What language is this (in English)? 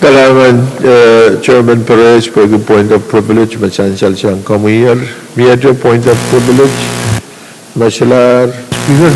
Pohnpeian